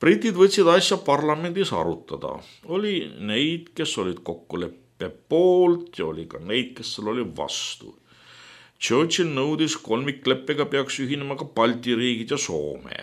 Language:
Estonian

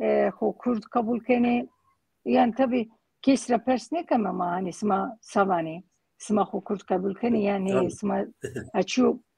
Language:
Zaza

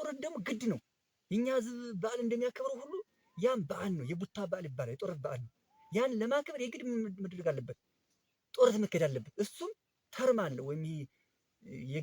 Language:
Amharic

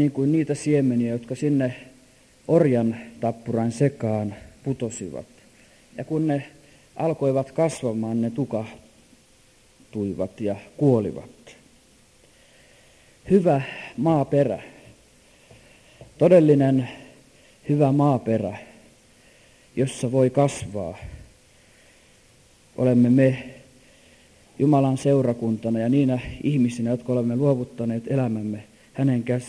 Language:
Finnish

